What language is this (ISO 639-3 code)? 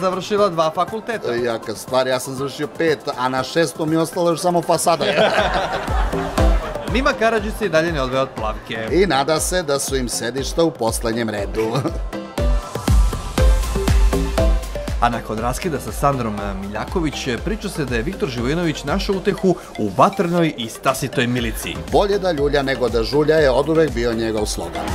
srp